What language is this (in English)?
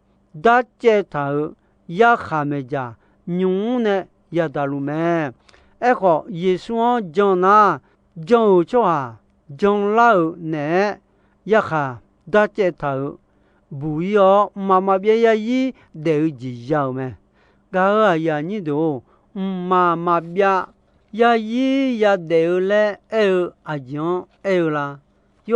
Akha